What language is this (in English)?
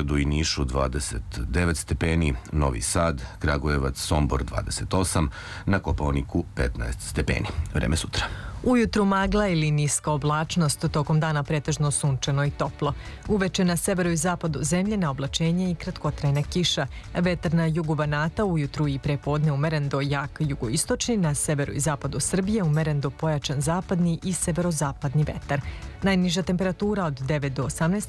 Serbian